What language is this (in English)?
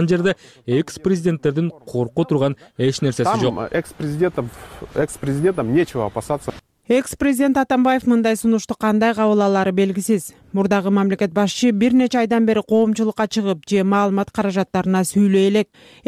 Kyrgyz